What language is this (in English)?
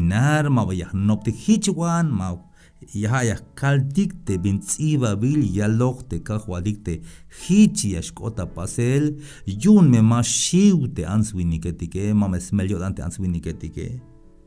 Tzeltal